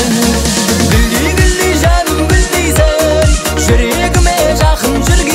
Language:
Kazakh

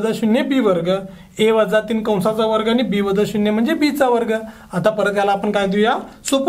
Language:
Marathi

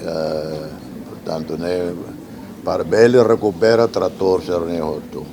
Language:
Tetum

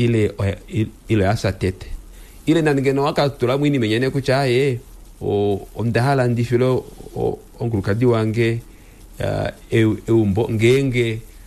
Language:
Kuanyama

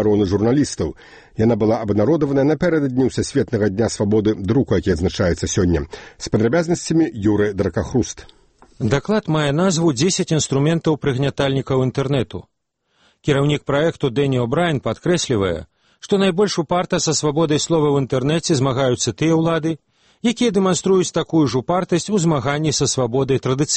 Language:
Belarusian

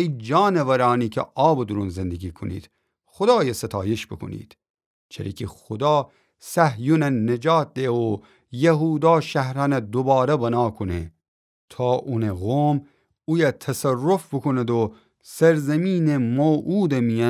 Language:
Gilaki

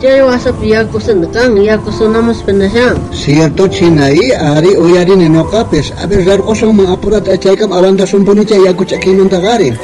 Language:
South Bolivian Quechua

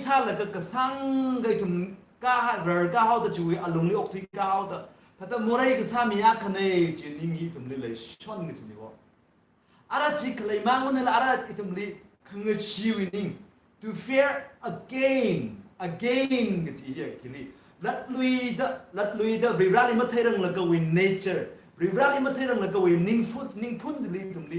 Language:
Tangkhul Naga (India)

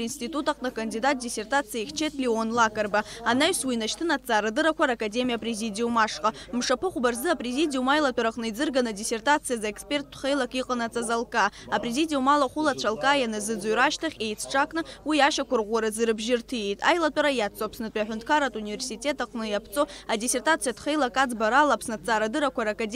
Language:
Abkhazian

